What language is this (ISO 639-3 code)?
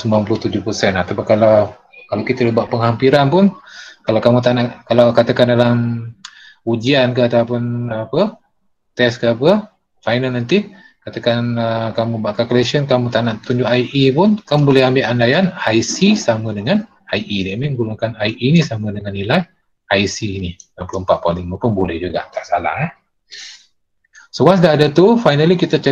msa